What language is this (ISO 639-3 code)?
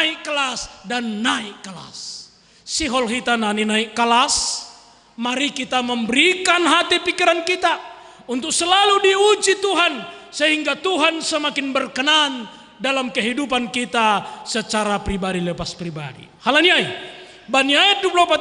bts